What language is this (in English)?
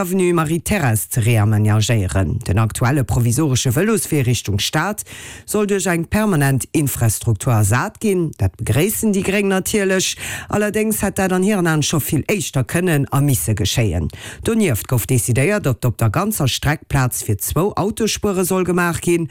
Luxembourgish